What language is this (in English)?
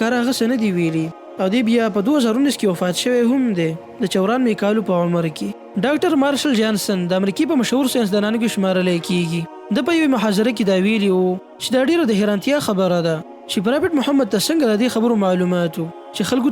Pashto